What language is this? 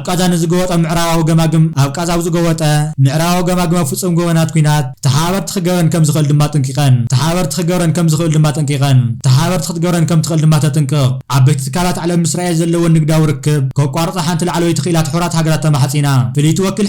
Tigrinya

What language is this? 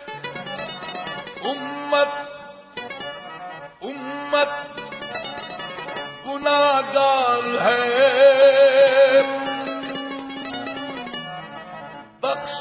Punjabi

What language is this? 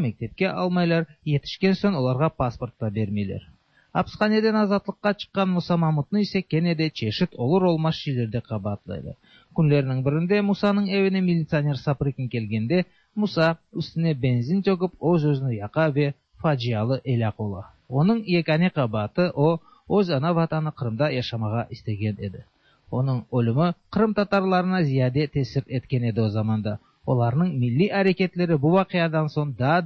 Tatar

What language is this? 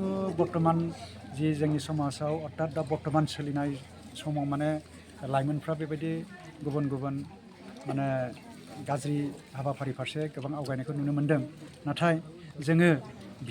Bodo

